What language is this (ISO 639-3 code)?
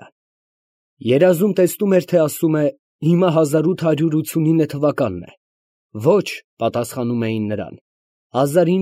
hye